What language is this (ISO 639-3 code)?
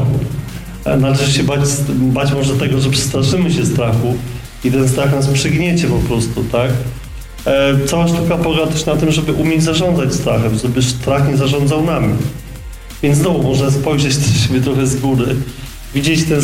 pol